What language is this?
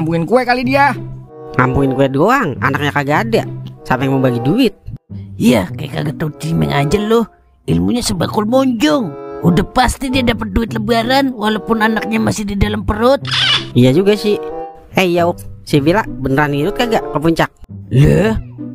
Betawi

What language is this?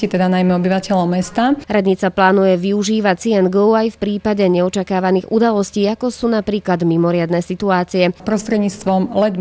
Slovak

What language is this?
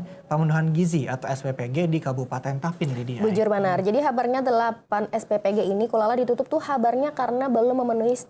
Banjar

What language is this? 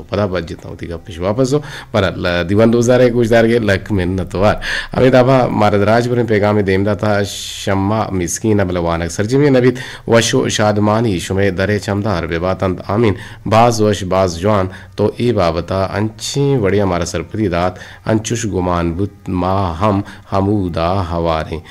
Eastern Balochi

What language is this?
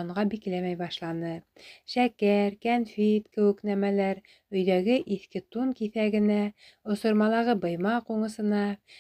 Bashkir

